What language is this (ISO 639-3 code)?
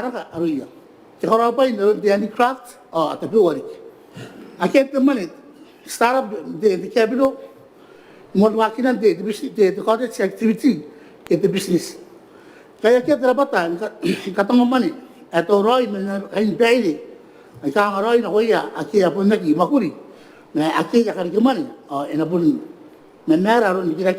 gil